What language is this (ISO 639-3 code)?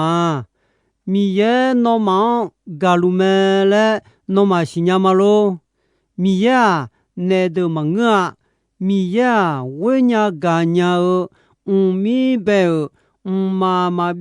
ahk